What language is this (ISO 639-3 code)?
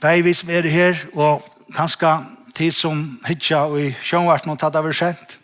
fao